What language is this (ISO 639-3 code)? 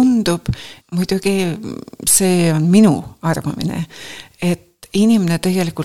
est